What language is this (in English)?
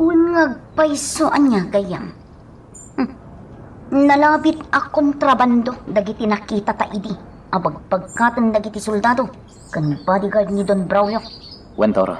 Iloko